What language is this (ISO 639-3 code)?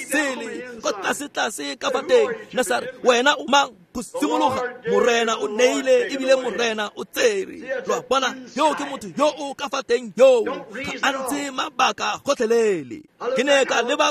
tsn